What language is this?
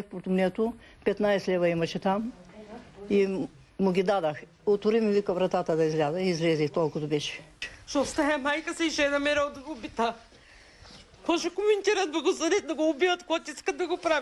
Bulgarian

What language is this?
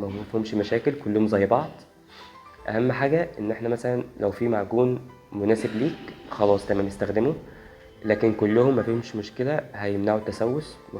Egyptian Arabic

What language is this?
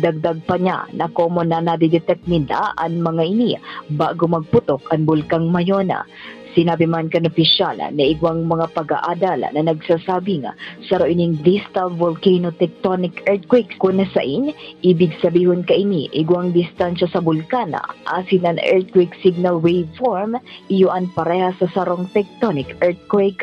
Bikol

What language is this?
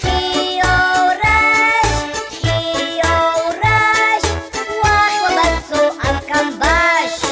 Abkhazian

